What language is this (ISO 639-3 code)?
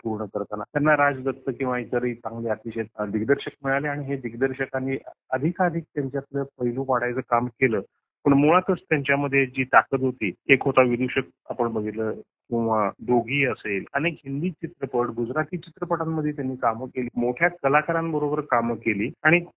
mar